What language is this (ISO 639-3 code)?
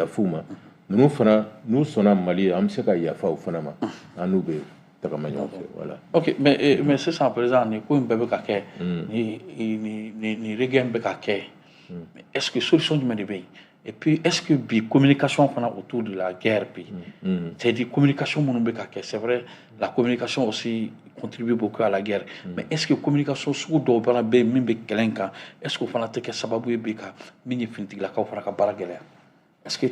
bam